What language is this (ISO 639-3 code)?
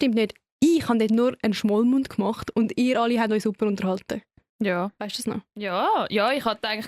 gsw